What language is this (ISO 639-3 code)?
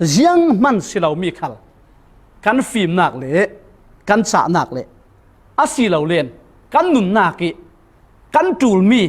cfm